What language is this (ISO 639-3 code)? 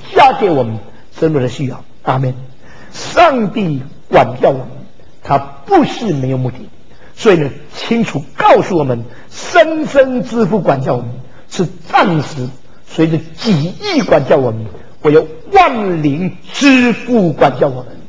zho